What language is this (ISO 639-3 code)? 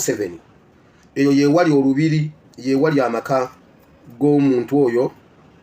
lug